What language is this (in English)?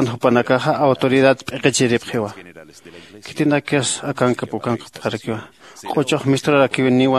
Aymara